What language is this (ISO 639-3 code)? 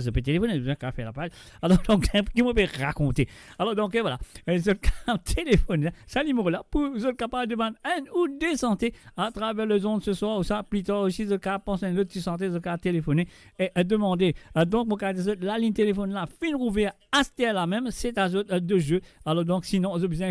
mfe